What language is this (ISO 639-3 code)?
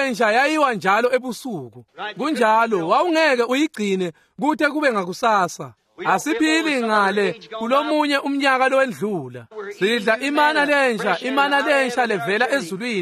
ssw